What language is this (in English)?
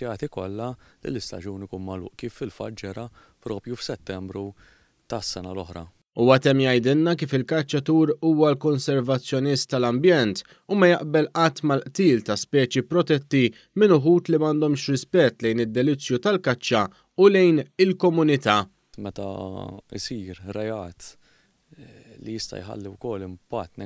Maltese